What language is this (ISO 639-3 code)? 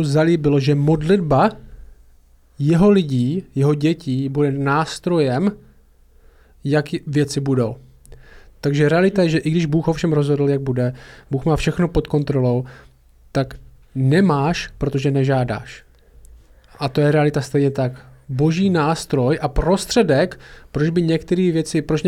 ces